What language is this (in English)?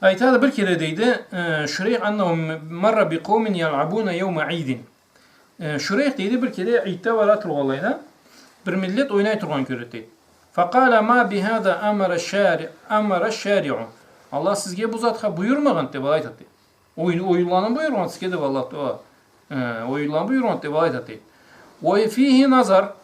Karachay-Balkar